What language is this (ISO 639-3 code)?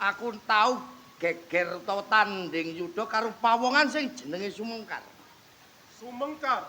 jav